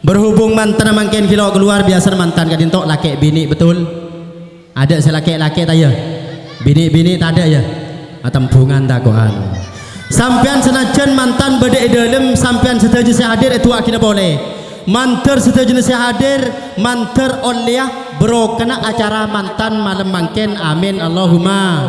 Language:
Madurese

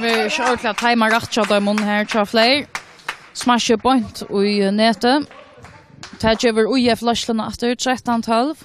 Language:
Faroese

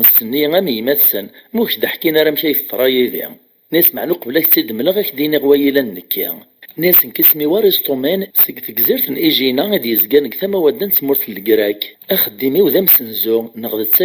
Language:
Kabyle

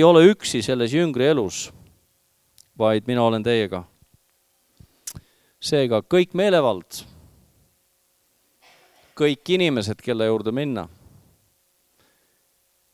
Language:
Estonian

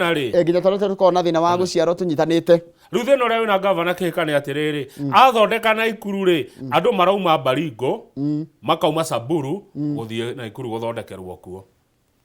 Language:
Kikuyu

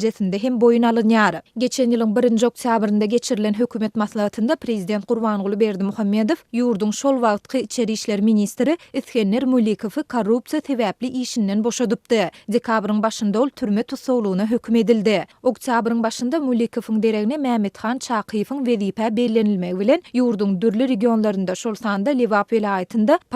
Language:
Turkmen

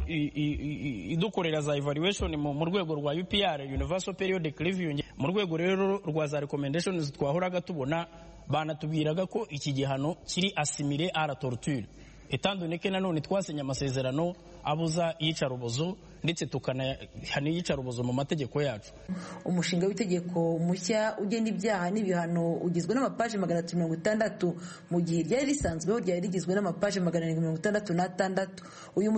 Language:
Kinyarwanda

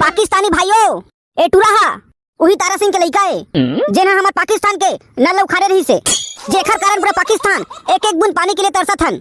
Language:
Chhattisgarhi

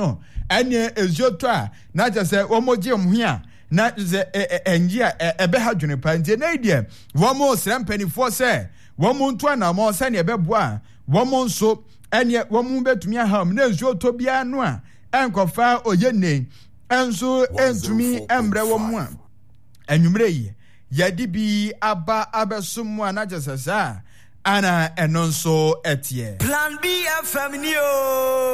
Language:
Akan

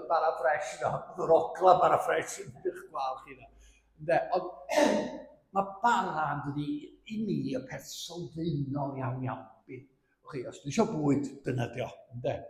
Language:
Welsh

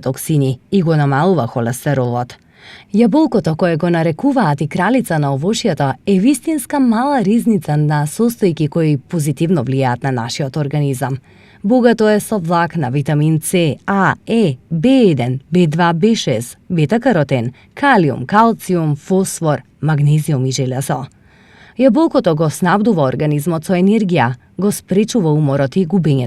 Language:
Macedonian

